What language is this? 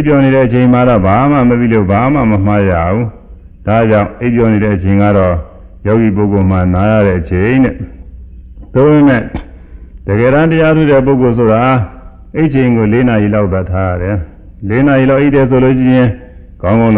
Burmese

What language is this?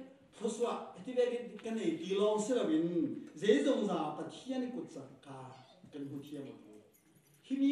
Falam Chin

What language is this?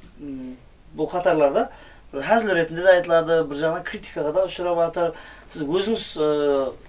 Kara-Kalpak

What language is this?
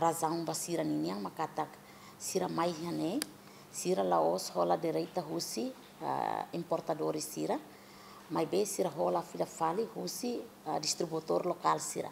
Tetum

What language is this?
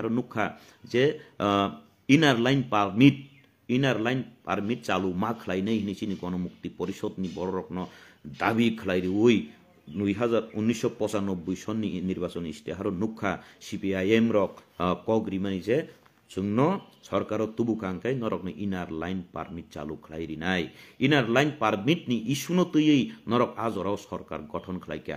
Kok Borok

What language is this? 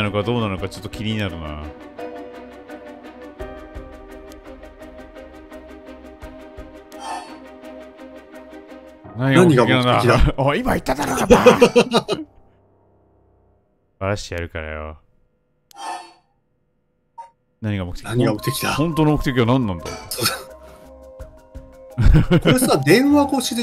Japanese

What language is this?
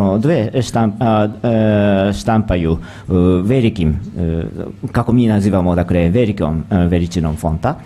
Serbian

